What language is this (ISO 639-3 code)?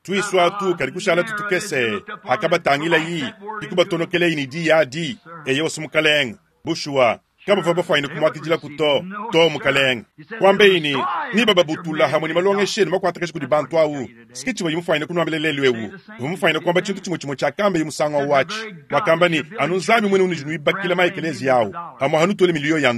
lua